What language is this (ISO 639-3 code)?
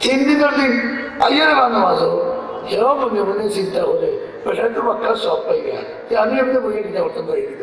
syl